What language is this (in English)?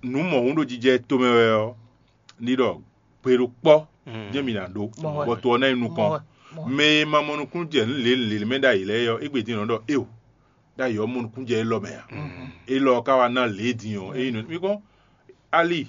Fon